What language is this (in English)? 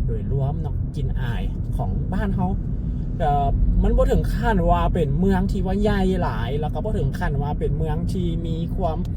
Lao